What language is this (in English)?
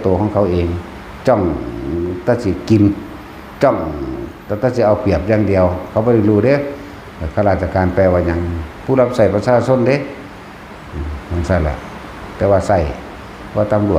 Lao